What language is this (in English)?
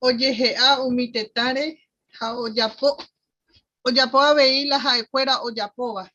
Guarani